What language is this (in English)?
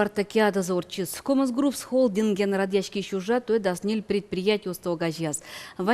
Udmurt